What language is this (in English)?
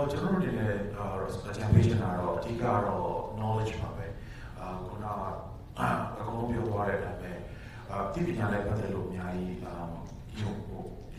Burmese